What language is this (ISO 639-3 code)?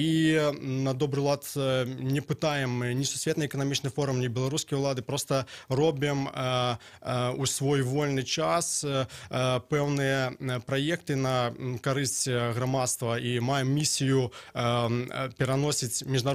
bel